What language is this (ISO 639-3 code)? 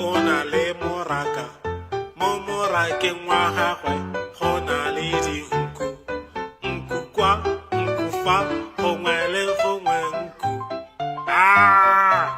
tsn